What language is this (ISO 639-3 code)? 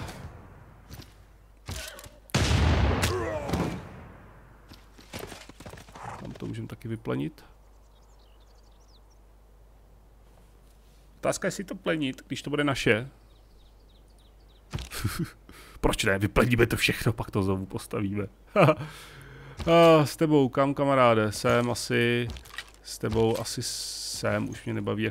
ces